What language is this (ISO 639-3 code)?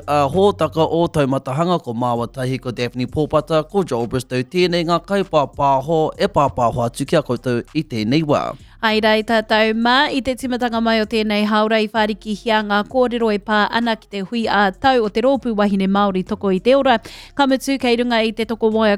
mri